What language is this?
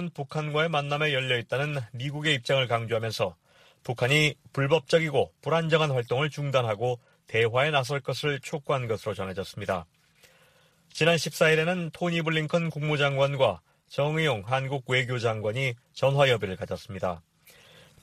Korean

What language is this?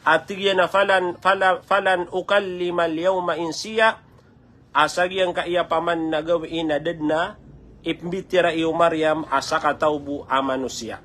Maranao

